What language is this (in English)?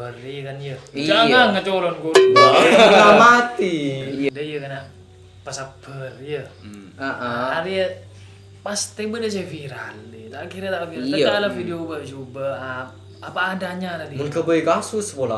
Madurese